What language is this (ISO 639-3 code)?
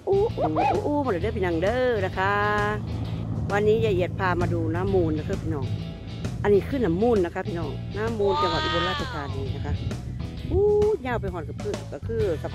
tha